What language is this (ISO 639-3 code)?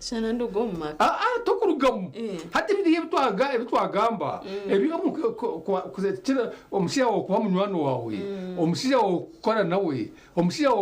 nyn